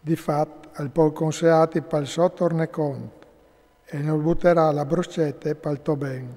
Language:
Friulian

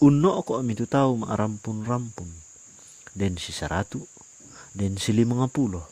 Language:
Toraja-Sa'dan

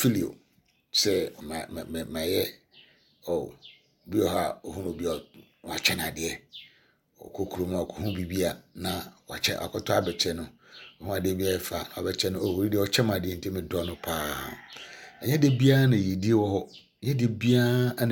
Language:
Akan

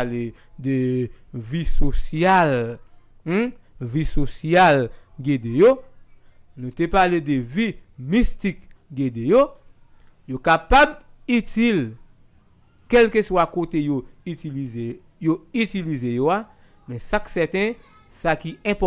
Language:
Haitian Creole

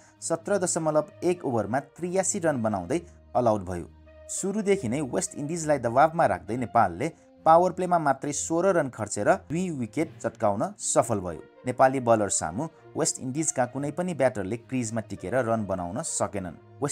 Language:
Nepali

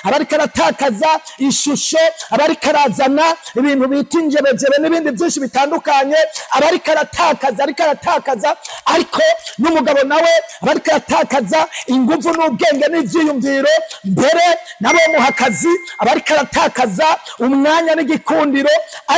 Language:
Rundi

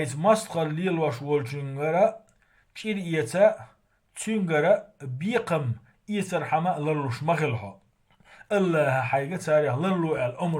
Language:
Chechen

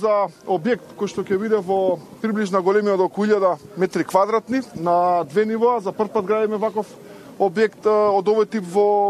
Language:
Macedonian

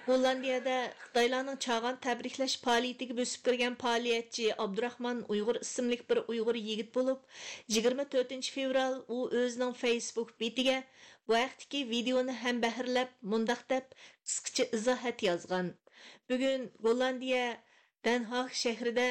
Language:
Uyghur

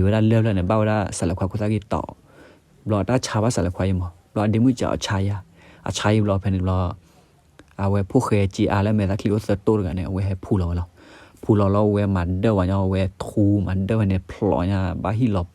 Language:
S'gaw Karen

